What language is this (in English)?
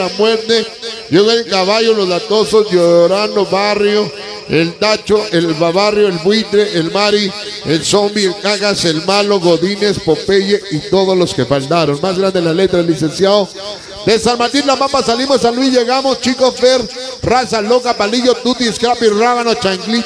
Spanish